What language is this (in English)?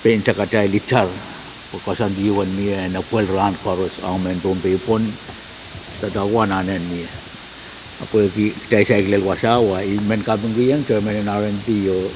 Pohnpeian